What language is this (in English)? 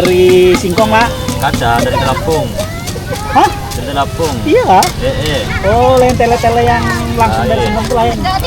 Banjar